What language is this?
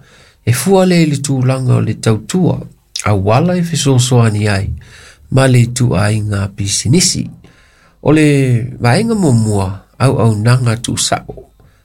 Samoan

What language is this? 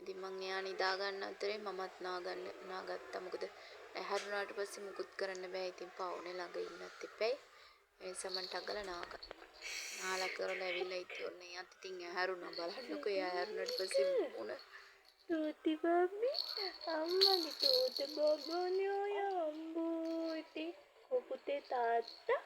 Sinhala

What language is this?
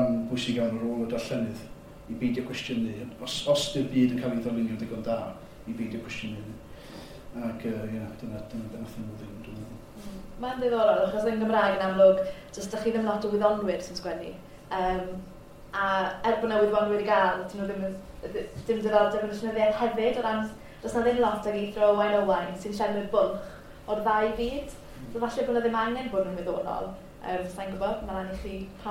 Welsh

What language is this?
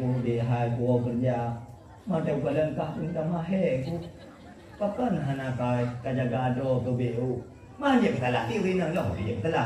Achinese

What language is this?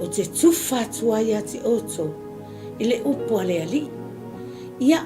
Samoan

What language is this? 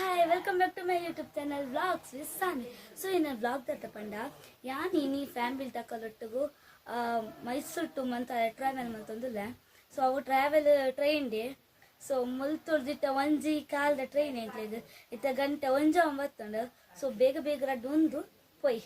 Tulu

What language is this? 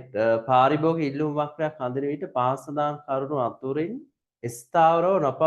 Sinhala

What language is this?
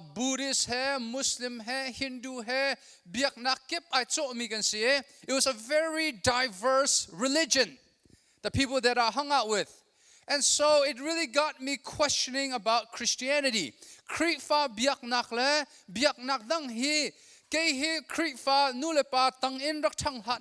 Hakha Chin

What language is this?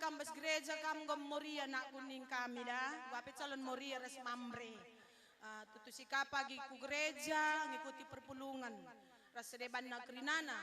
Batak Karo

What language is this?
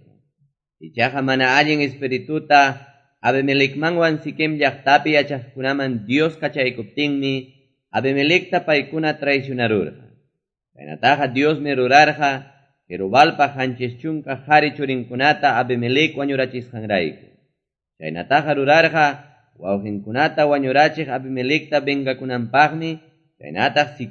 Quechua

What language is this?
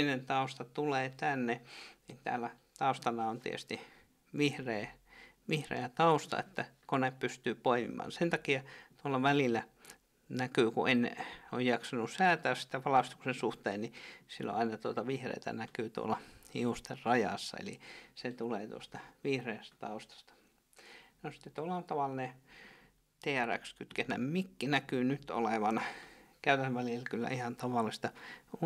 Finnish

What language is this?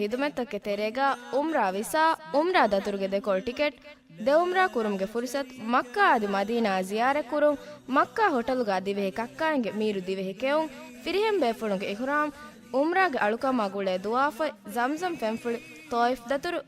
Divehi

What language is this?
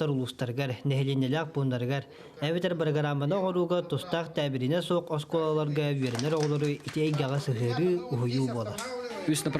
Yakut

